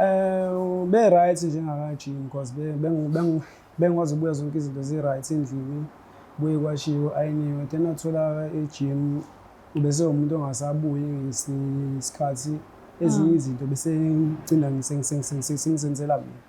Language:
Zulu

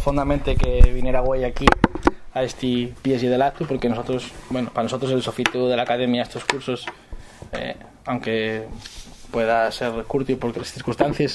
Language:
Asturian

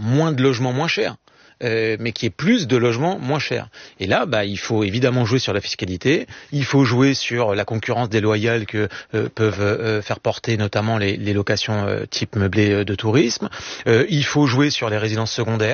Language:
French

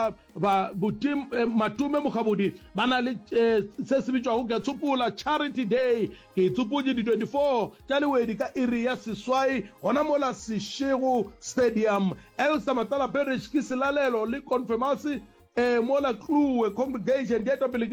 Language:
Northern Sotho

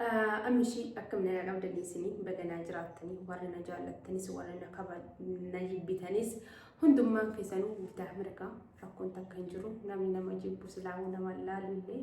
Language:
Oromo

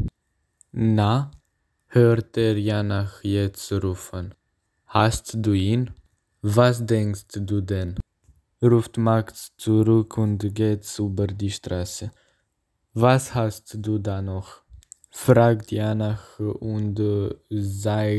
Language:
German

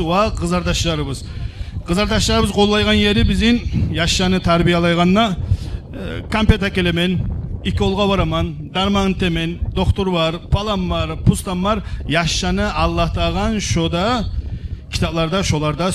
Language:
Kumyk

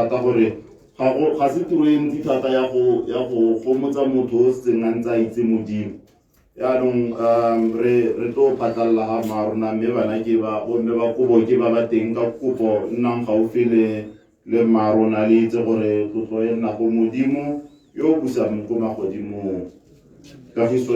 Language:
Tswana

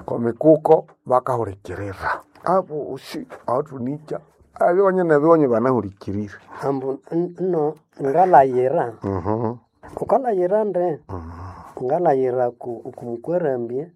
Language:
Nande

